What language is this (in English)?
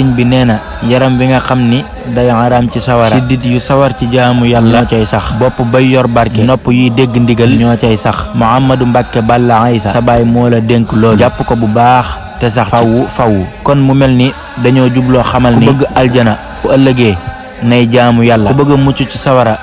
Wolof